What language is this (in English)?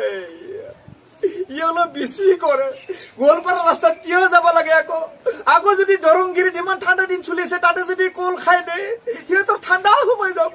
Assamese